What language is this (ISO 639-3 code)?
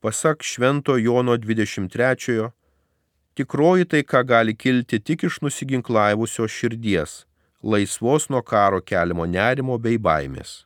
lit